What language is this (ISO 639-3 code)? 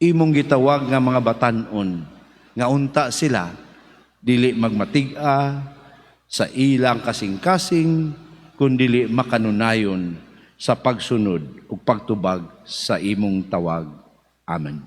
ceb